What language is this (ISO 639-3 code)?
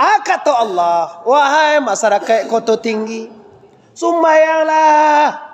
min